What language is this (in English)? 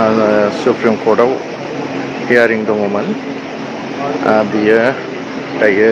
Bodo